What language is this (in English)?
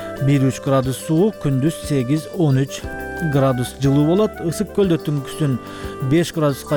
Kyrgyz